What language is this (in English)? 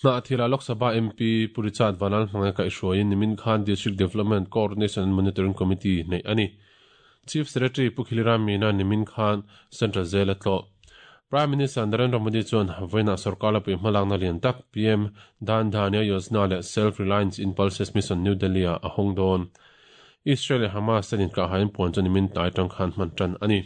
Mizo